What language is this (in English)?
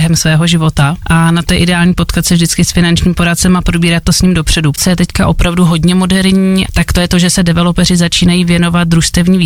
Czech